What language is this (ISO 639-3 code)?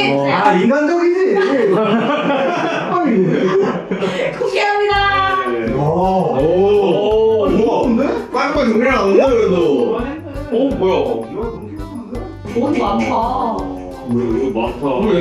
kor